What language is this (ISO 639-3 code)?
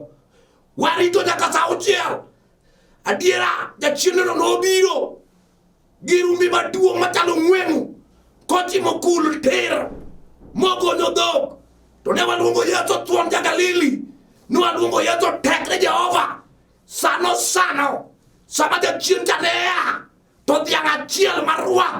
luo